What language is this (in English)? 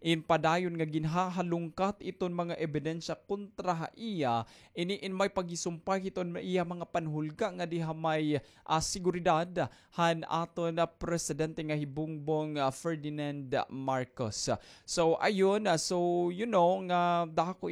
Waray